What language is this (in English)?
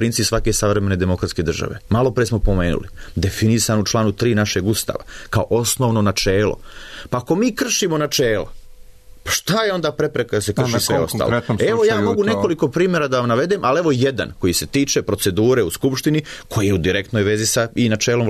Serbian